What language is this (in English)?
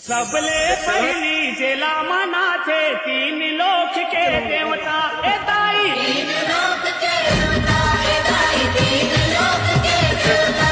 Chhattisgarhi